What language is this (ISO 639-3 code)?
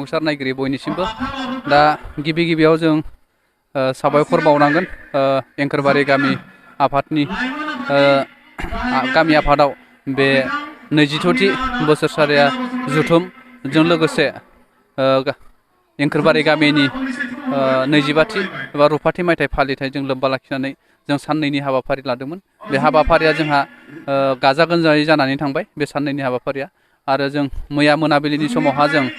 brx